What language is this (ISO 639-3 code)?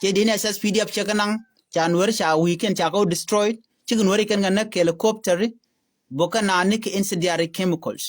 nus